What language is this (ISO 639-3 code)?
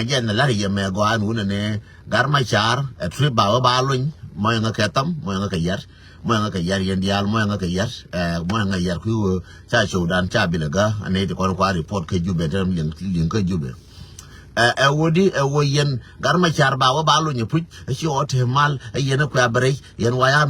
nus